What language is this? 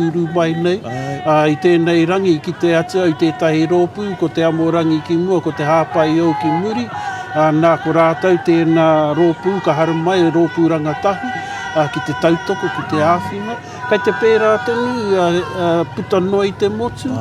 Māori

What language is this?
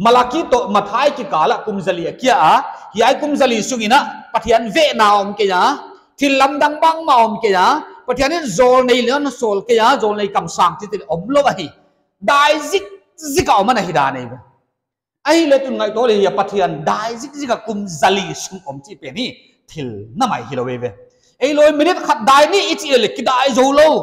Paite Chin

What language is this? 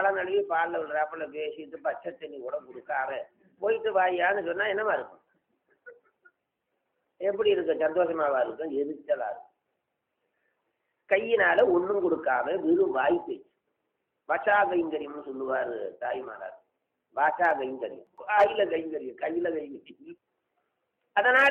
Tamil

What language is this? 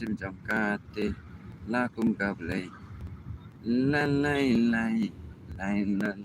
Khasi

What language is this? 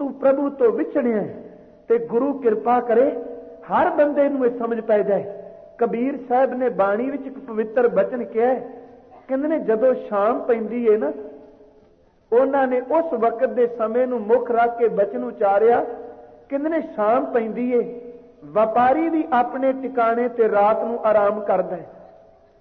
Punjabi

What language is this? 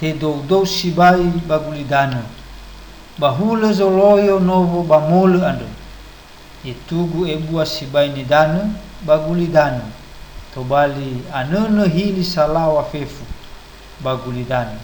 Nias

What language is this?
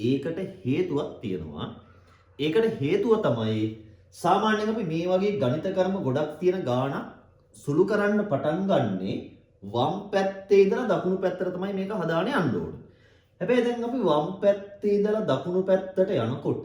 Sinhala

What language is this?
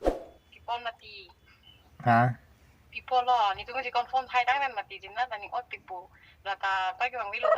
Karbi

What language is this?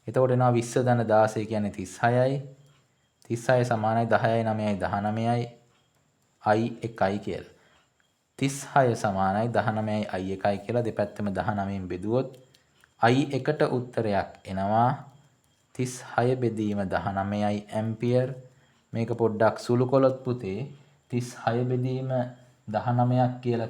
Sinhala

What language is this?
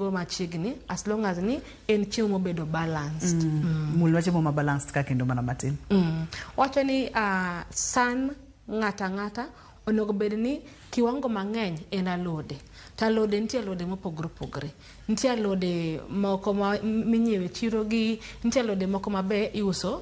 Luo (Kenya and Tanzania)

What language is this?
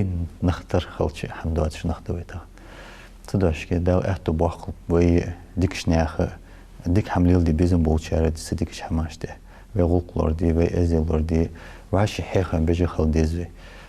Ingush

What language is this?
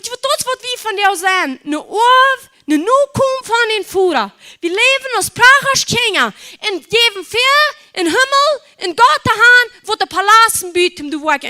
Plautdietsch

